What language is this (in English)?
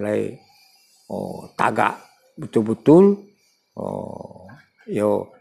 Minangkabau